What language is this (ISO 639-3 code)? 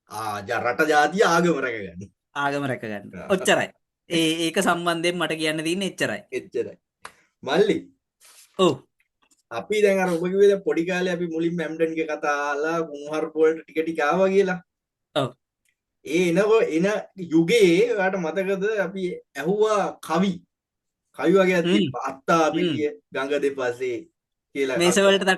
sin